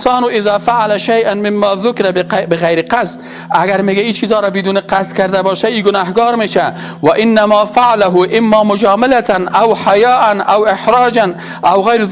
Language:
Persian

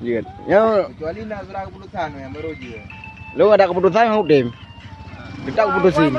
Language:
Achinese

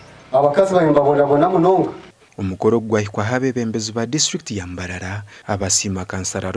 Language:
Nyankole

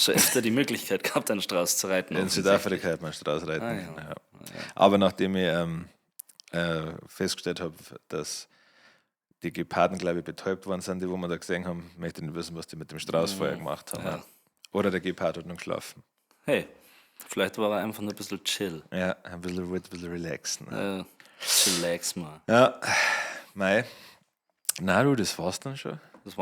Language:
Bavarian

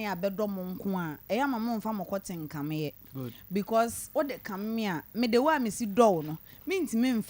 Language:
Akan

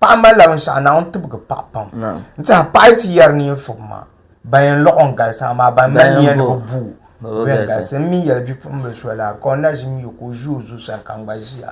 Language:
Dagbani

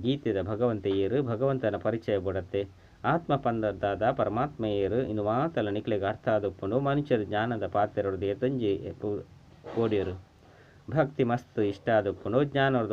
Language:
Tulu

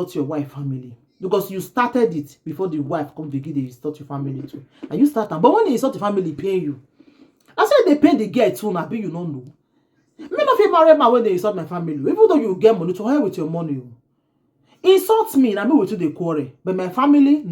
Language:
Nigerian Pidgin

